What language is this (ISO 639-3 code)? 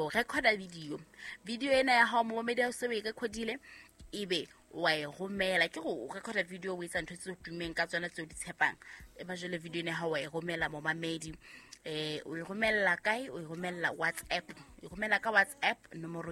sot